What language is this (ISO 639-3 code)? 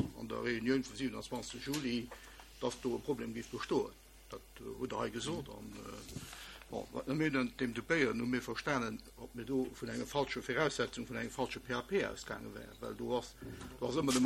ltz